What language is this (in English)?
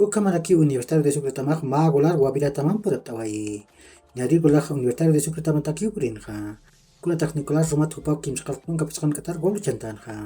Aymara